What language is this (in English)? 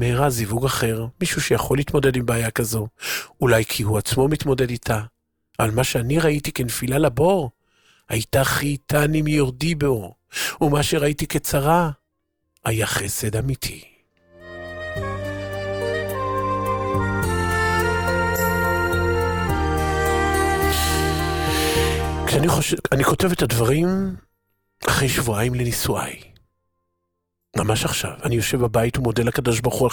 Hebrew